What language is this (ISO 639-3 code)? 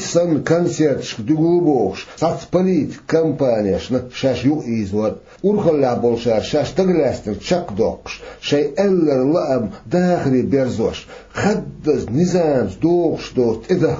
che